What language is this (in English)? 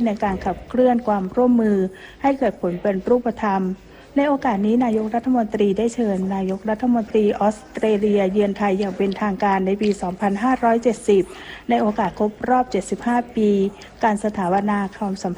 Thai